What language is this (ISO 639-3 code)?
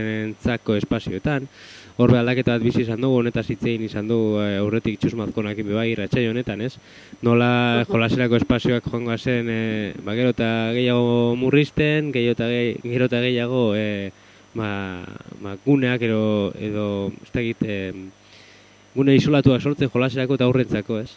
eus